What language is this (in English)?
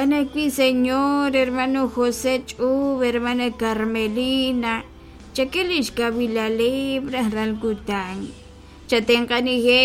Kekchí